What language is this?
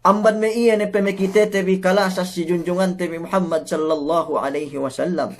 Yakan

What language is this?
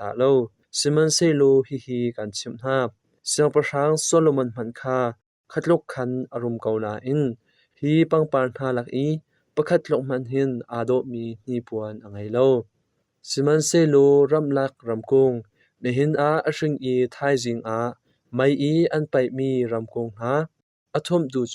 Hakha Chin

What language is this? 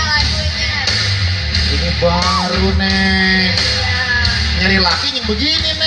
Betawi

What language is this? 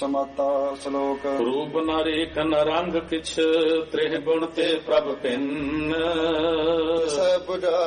Punjabi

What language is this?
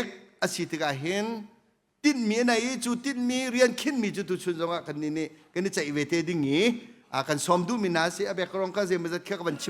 Hakha Chin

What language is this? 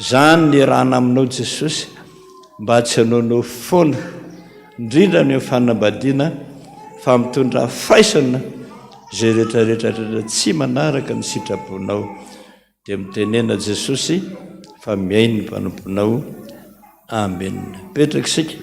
Malagasy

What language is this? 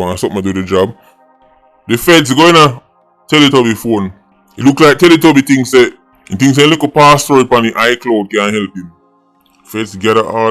Jamaican Creole English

